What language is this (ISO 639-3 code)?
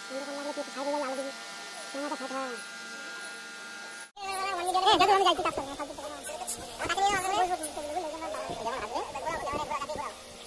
ben